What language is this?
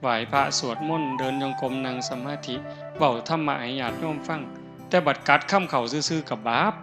Northeastern Thai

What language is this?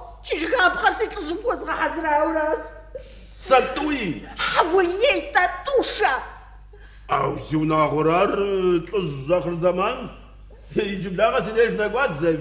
Kabardian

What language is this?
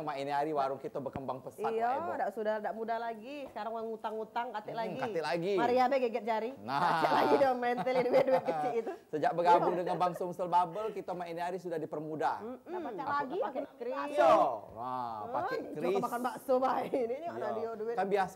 Musi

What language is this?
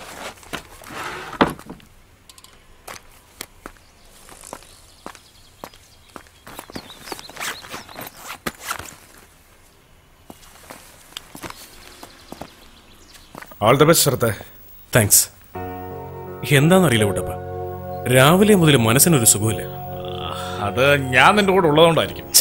Malayalam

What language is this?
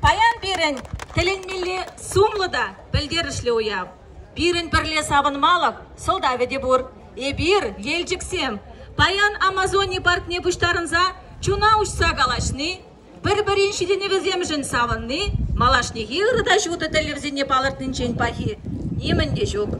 Chuvash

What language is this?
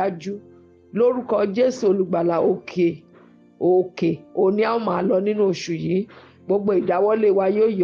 Yoruba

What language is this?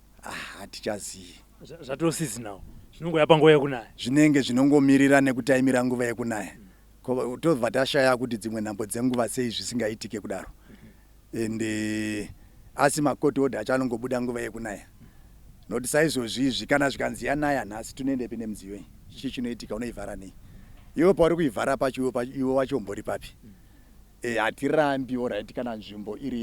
Shona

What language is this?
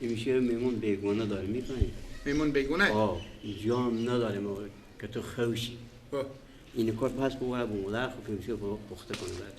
Persian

